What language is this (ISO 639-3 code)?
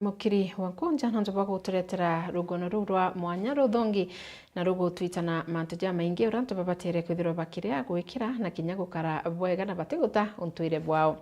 mer